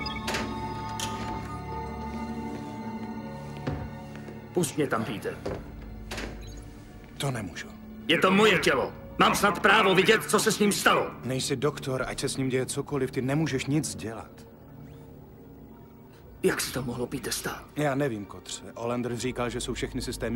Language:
Czech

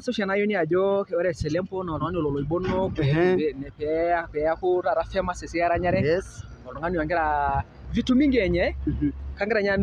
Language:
Masai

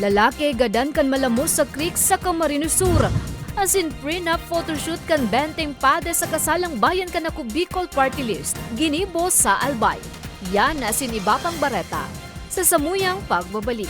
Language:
Bikol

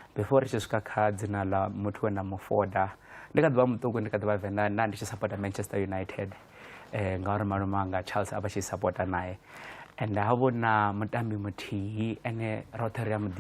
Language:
Venda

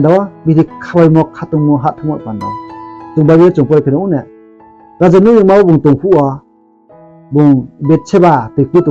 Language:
Riang (India)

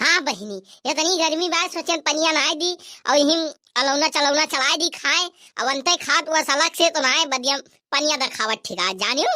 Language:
Awadhi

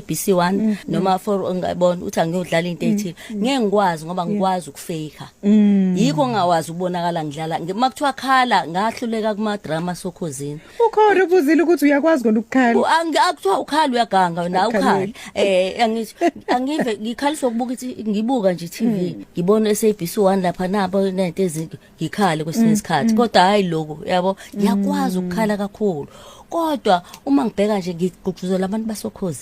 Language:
Zulu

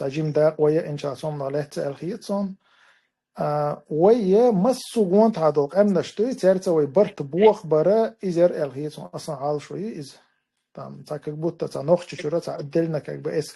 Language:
Chechen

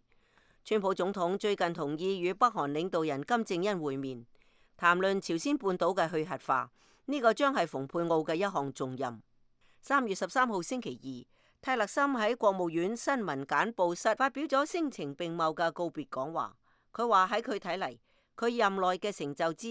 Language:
Cantonese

